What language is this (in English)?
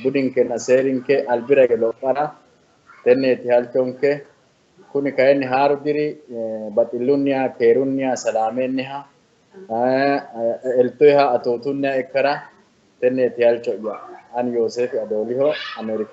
Sidamo